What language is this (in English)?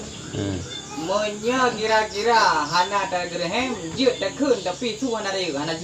Achinese